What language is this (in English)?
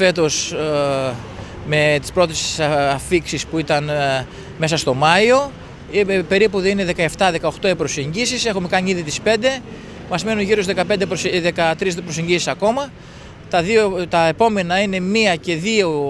Greek